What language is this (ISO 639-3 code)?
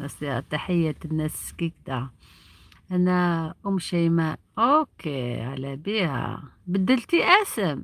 arq